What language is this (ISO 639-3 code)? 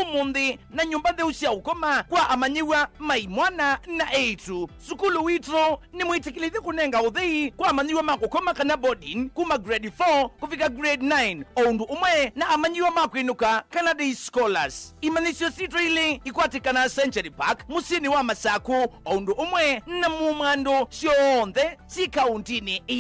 kam